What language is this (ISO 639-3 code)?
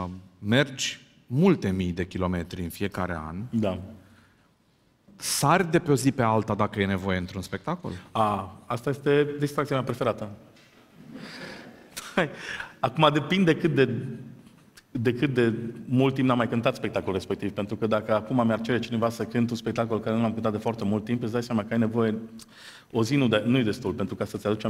ron